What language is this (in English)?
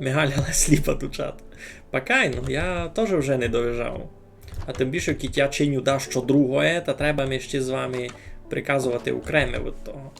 Rusyn